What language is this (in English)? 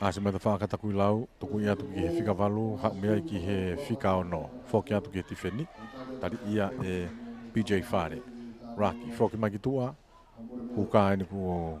Tongan